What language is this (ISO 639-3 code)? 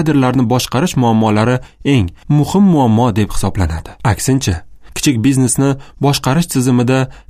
uzb